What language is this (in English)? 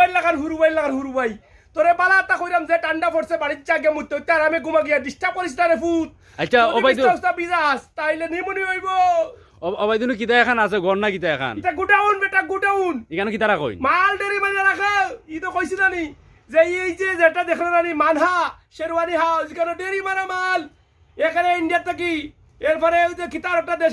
Sylheti